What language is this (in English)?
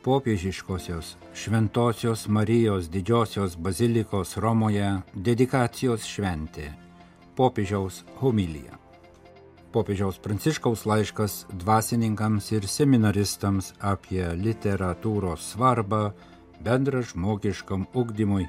Lithuanian